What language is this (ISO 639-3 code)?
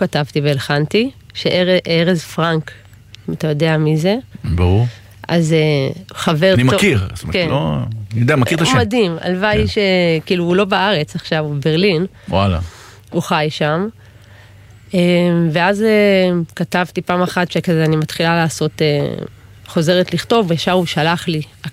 heb